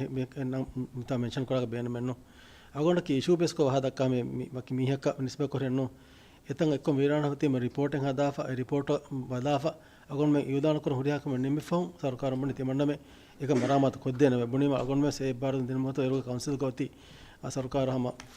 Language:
Divehi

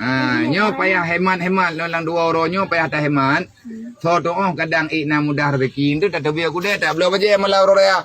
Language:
Achinese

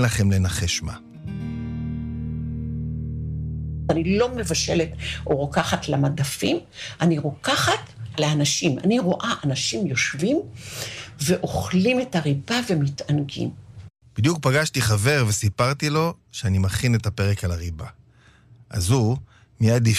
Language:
Hebrew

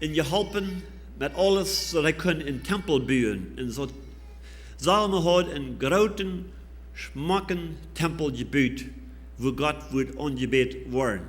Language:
Plautdietsch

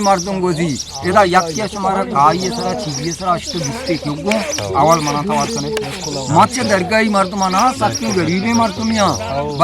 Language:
Eastern Balochi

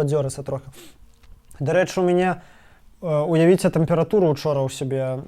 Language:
Belarusian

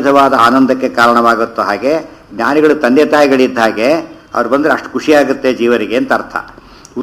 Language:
Kannada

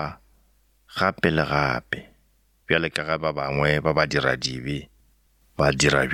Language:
Northern Sotho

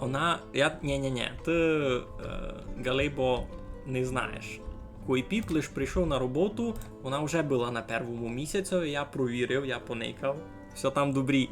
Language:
Rusyn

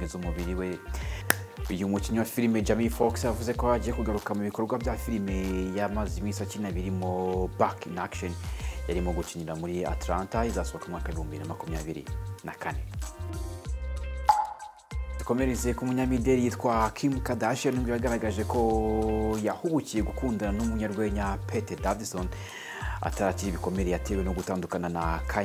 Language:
Kinyarwanda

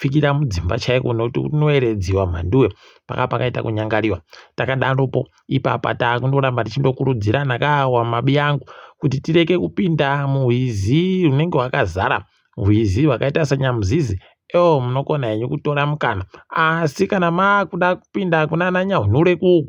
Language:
Ndau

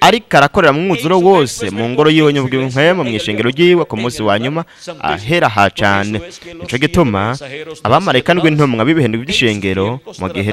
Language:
Rundi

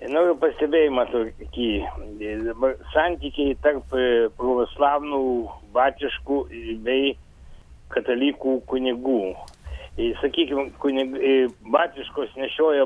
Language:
Lithuanian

